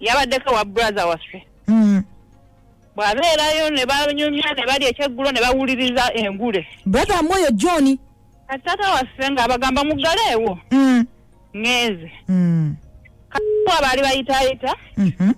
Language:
Ganda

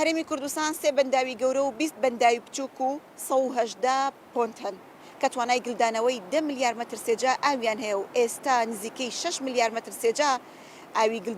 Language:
Central Kurdish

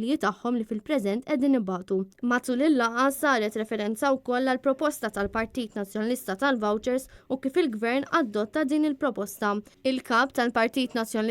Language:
Maltese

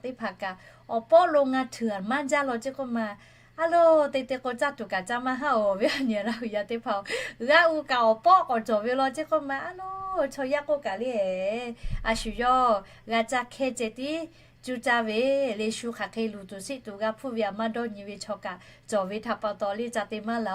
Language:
Lahu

